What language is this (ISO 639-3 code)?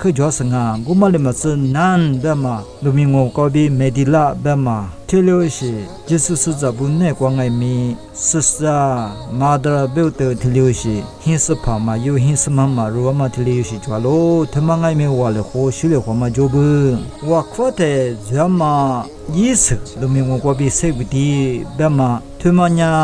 lis